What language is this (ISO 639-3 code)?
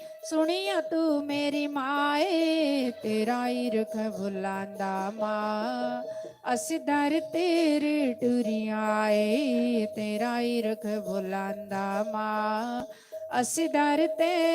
doi